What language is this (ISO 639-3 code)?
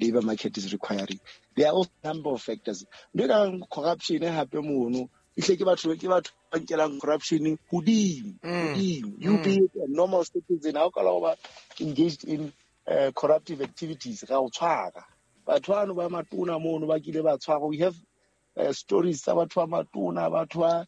sot